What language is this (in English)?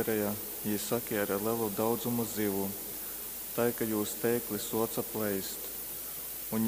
Latgalian